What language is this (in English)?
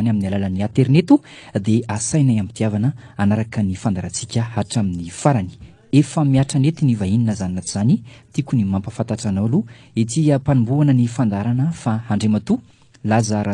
Malagasy